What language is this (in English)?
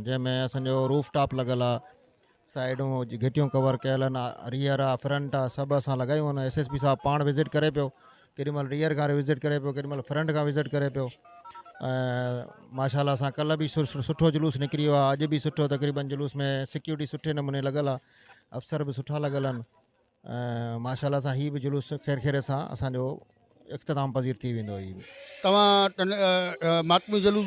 Sindhi